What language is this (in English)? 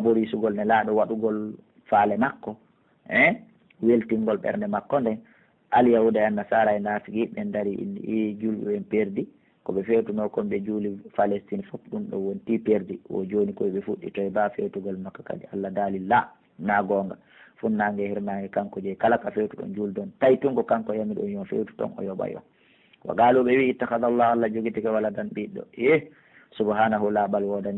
Pular